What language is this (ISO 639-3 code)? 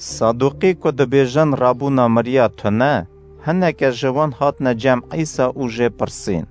kur